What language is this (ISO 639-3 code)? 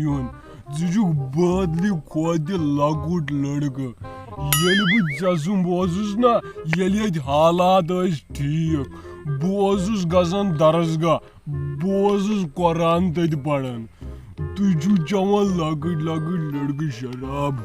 kas